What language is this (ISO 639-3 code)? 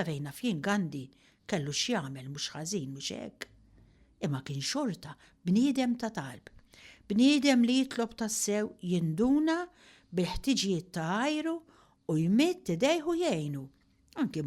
mlt